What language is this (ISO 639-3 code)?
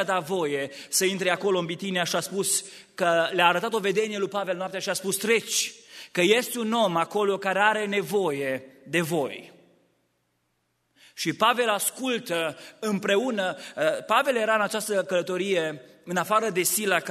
ron